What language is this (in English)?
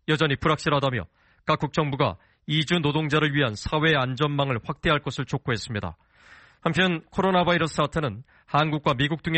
Korean